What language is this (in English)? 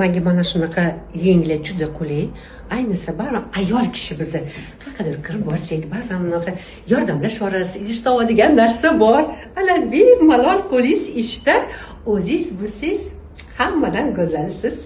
Uzbek